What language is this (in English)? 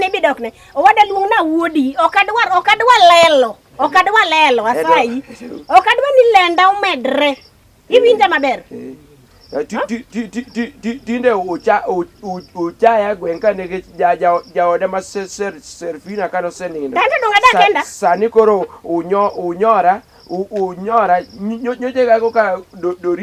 Luo (Kenya and Tanzania)